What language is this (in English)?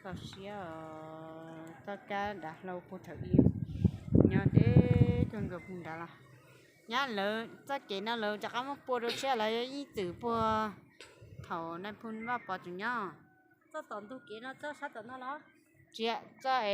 Hmong